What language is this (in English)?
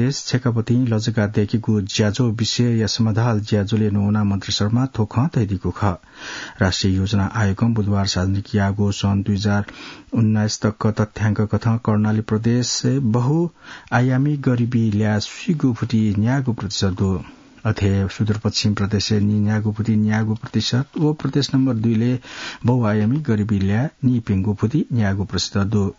Newari